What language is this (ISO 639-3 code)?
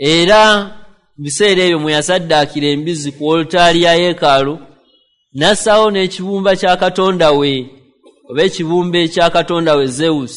lug